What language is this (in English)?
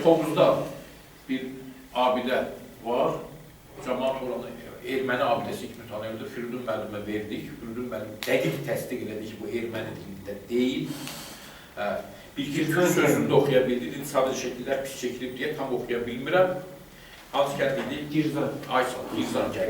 Azerbaijani